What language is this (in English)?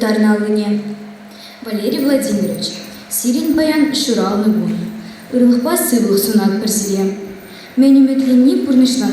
Chuvash